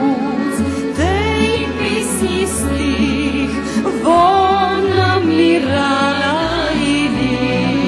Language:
Rusyn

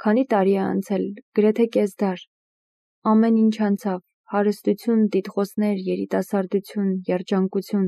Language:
Armenian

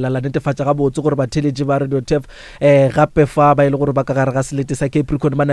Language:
Northern Sotho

